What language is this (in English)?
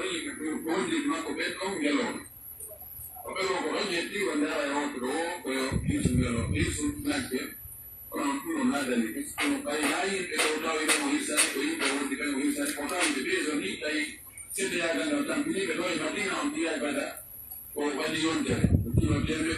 Pular